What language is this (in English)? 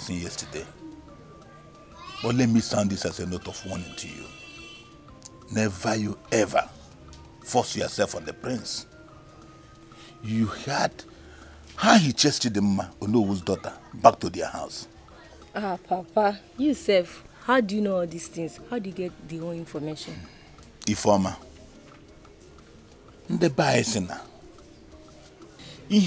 English